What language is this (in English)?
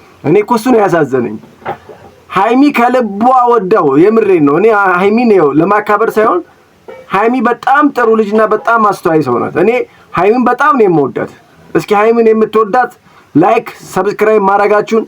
Amharic